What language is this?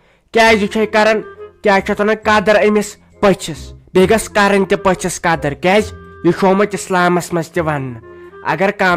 Kashmiri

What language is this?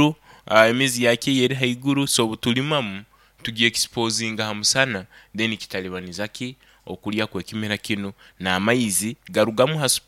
Nyoro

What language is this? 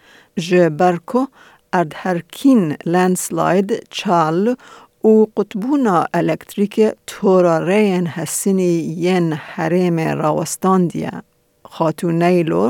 Kurdish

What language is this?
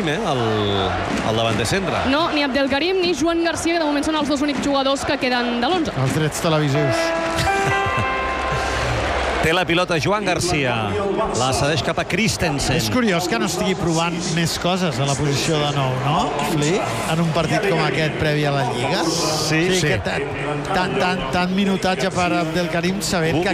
Catalan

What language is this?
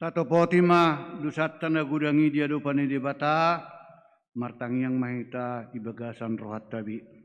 Batak Toba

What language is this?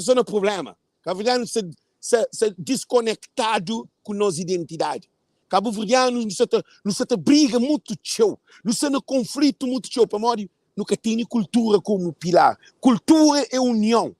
Kabuverdianu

